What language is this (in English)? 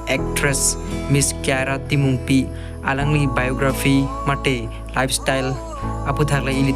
Karbi